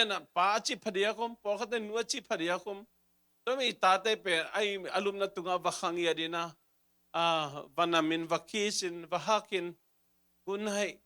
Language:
Tedim Chin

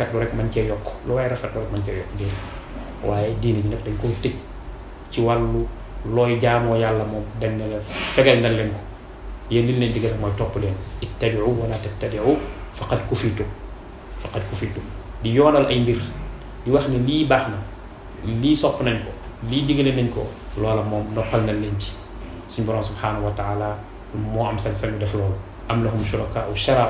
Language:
Wolof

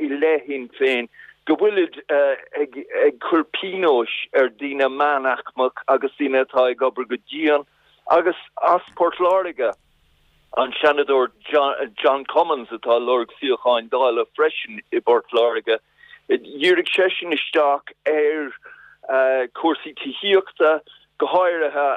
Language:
Irish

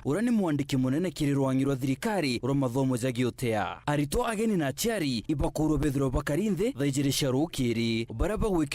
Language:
Meru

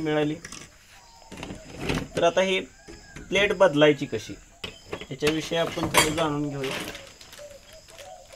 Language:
Marathi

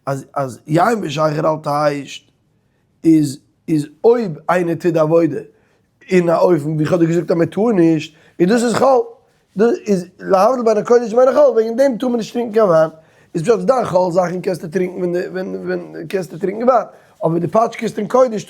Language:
Yiddish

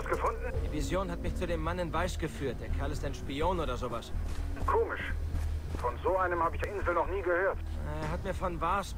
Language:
Swiss German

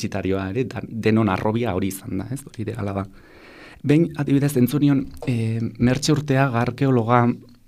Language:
Basque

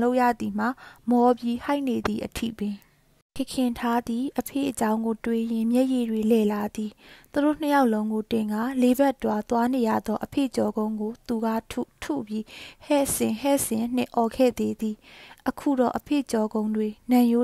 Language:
Burmese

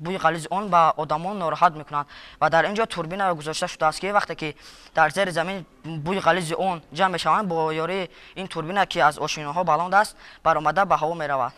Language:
Tajik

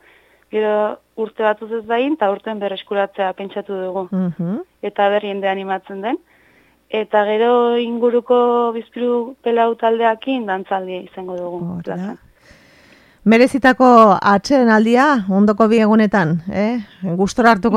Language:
Basque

